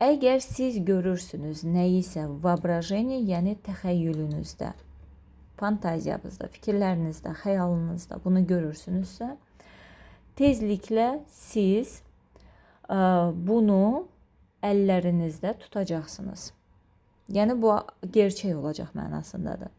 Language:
Azerbaijani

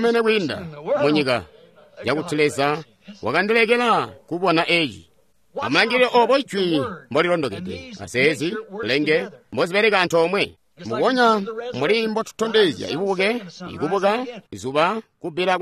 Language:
Tonga (Zambia)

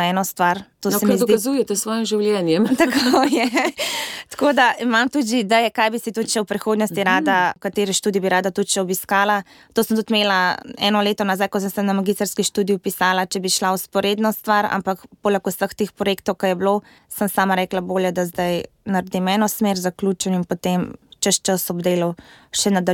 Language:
Slovenian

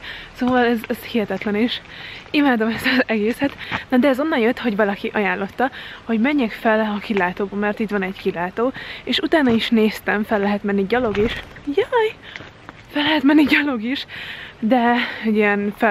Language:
Hungarian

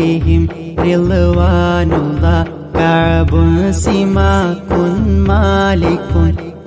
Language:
Malayalam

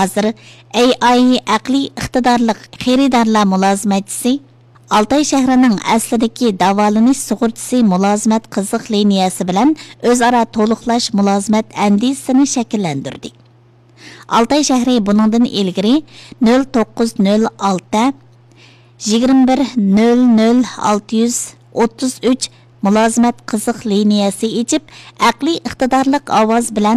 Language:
Uyghur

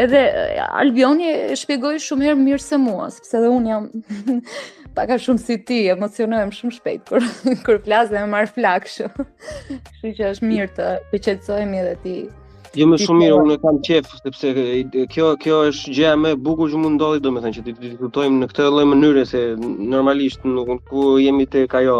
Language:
Albanian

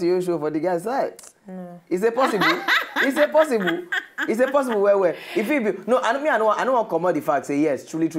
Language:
Nigerian Pidgin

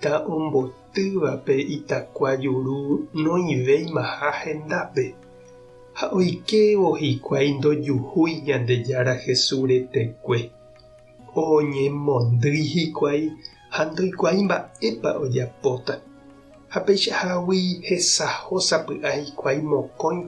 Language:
Guarani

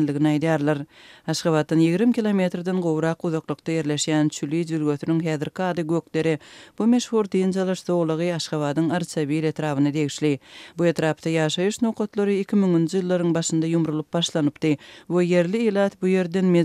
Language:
Turkmen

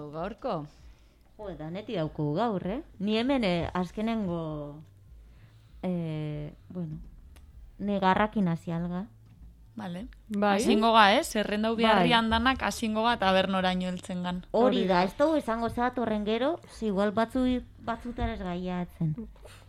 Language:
Basque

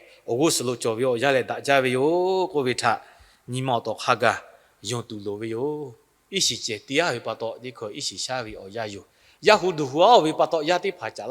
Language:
Lahu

